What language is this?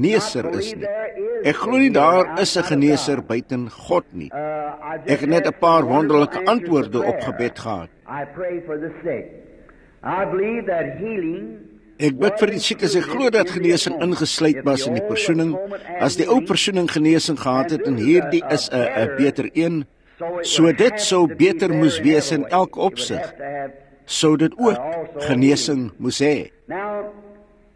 Afrikaans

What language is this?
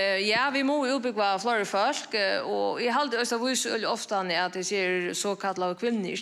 Faroese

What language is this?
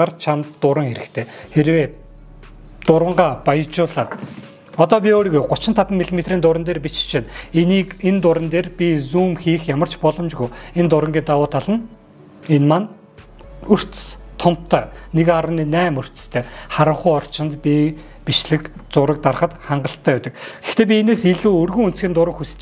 Mongolian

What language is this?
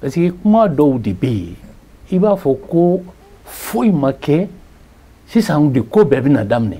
Bambara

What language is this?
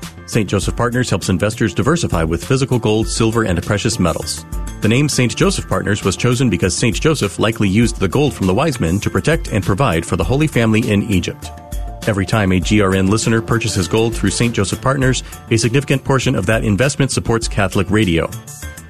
English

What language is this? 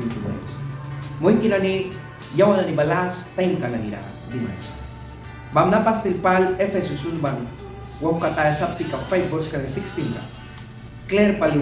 Mískito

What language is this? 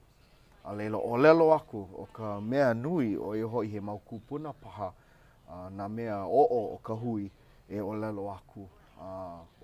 Hawaiian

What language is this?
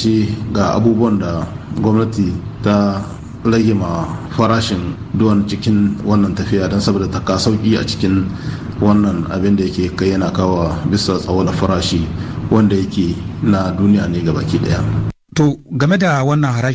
Hausa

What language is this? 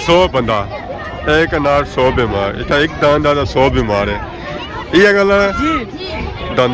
Pahari-Potwari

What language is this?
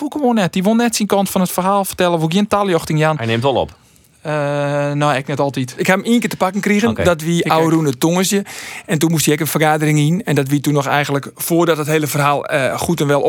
Western Frisian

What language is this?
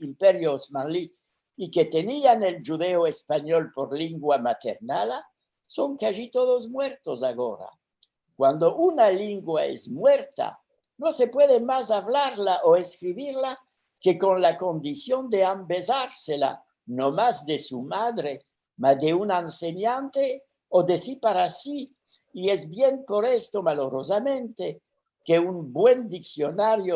Ladino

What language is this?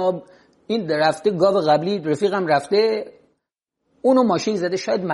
Persian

